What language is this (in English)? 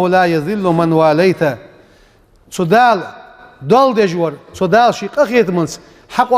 Ingush